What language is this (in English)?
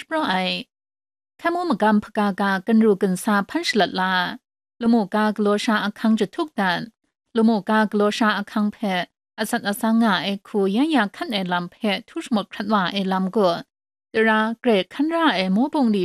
Kachin